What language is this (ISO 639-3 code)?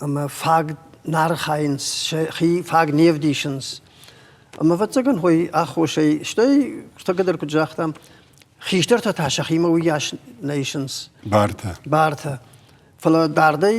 oss